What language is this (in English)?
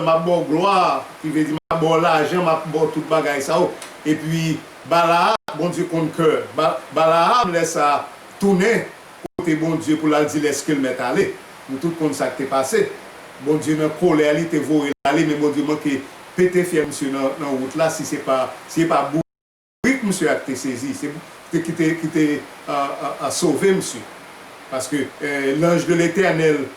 Haitian Creole